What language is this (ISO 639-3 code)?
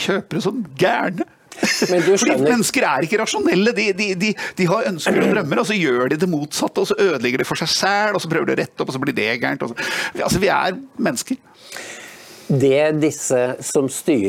nor